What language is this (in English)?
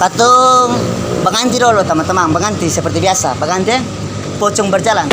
Ambonese Malay